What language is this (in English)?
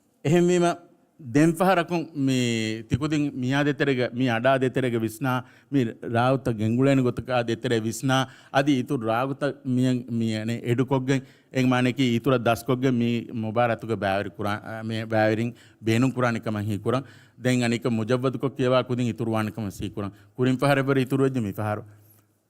Divehi